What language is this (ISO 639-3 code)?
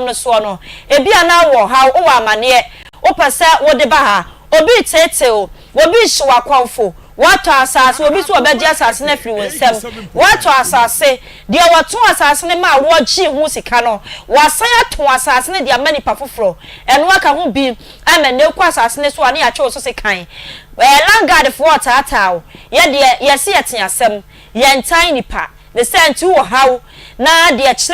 aka